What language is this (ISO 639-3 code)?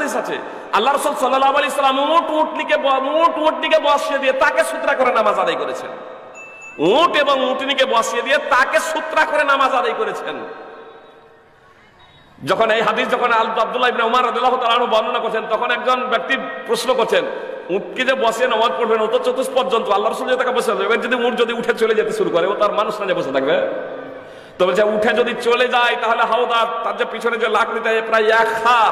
ben